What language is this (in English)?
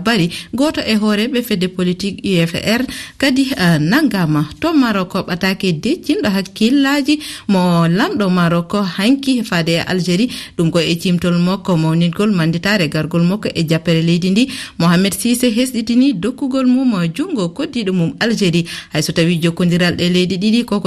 Fula